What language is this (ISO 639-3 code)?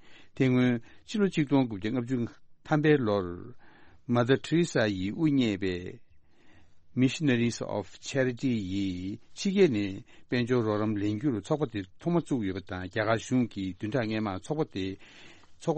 bod